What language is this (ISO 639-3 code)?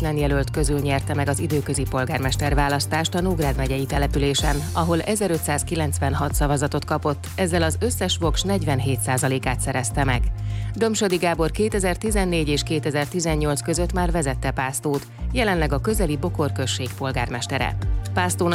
hun